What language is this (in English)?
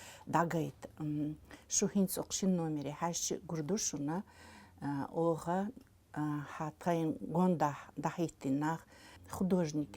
Chechen